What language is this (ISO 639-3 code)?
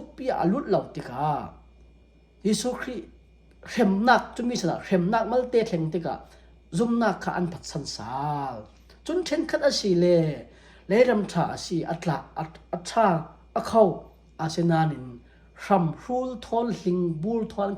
cfm